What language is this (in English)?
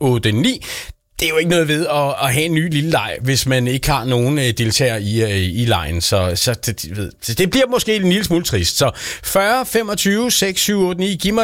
Danish